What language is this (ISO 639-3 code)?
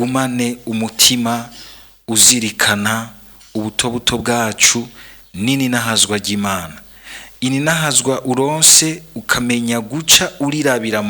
run